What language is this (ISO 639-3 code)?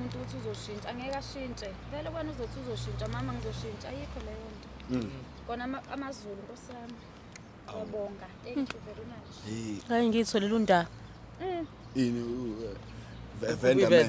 zul